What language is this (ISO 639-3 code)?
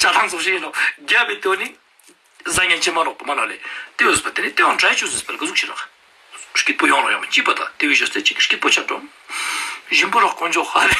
lbj